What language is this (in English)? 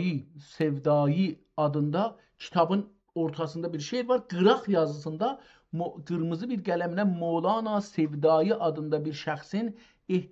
South Azerbaijani